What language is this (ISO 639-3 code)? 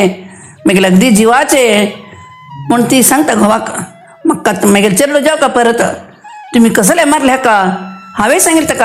kok